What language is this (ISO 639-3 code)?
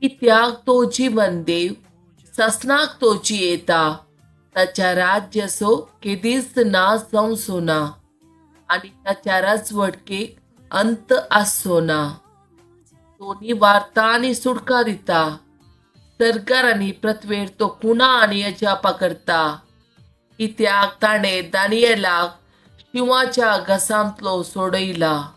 kok